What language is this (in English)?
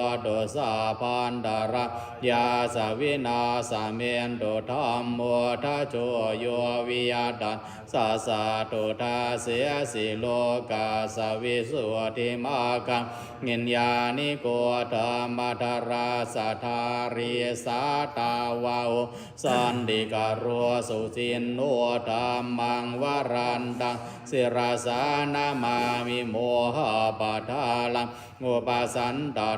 Pali